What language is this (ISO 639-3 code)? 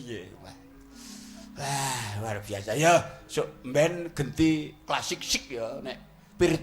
jav